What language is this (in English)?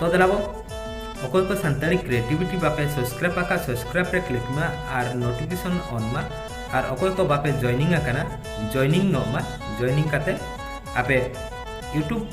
Santali